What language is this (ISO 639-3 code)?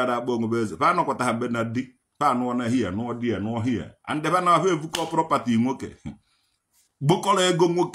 ibo